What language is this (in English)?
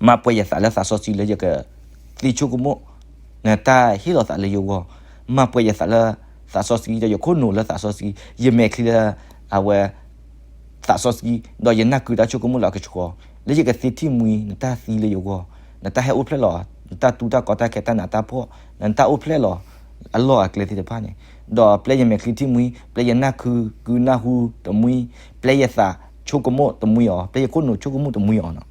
S'gaw Karen